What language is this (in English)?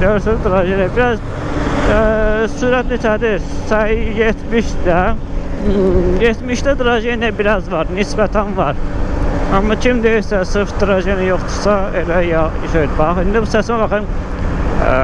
Azerbaijani